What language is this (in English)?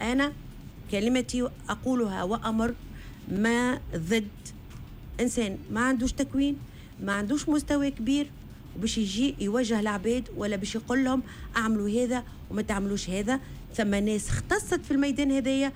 Tunisian Arabic